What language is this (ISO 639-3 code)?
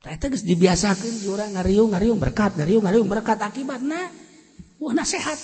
sun